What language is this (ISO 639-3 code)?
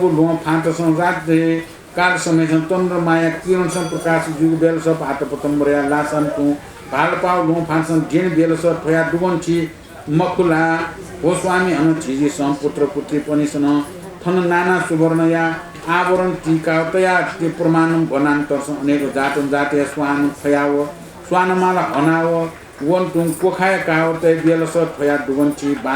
new